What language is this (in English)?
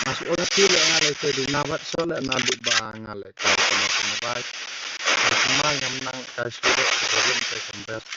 Khasi